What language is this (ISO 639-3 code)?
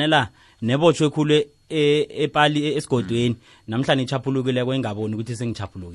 nbl